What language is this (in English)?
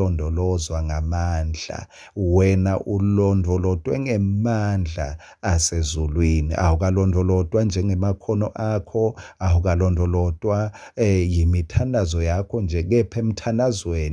Swati